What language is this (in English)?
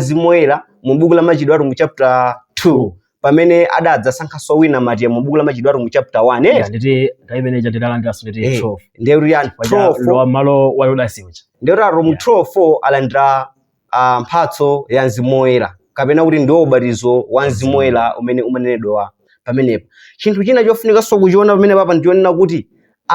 Nyanja